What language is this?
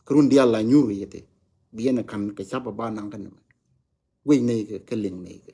Nuer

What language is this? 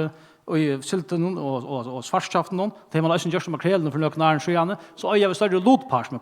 Faroese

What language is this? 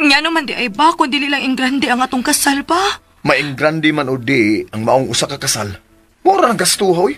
Cebuano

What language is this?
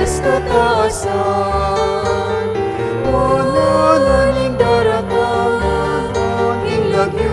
Pampanga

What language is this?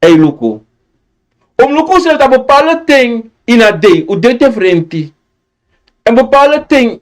Sranan Tongo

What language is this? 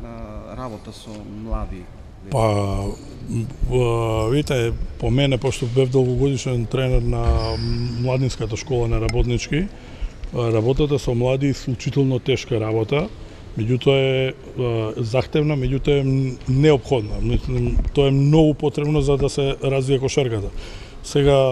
Macedonian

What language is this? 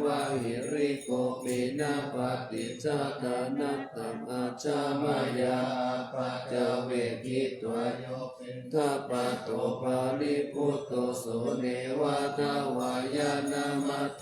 Pali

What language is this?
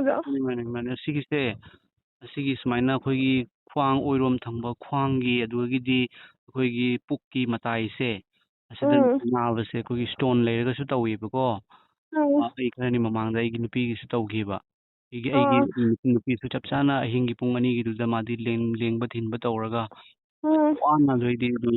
Manipuri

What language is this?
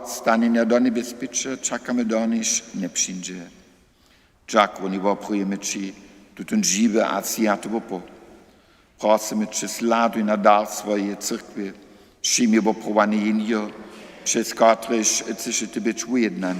Upper Sorbian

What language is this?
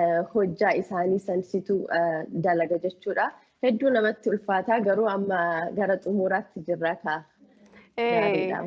Oromo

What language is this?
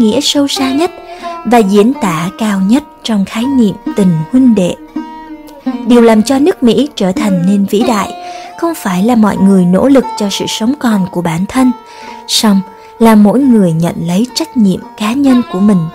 Vietnamese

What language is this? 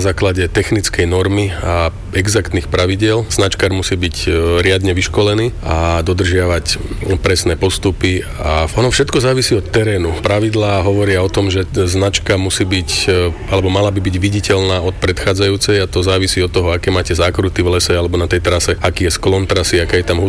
Slovak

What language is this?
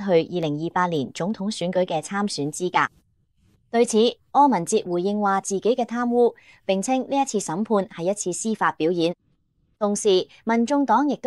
Cantonese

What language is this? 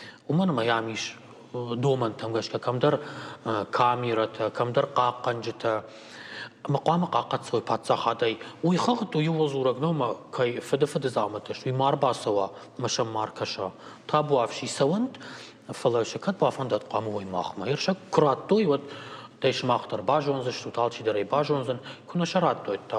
Ossetic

